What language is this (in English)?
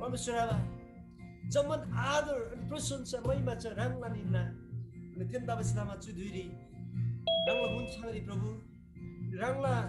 Eastern Tamang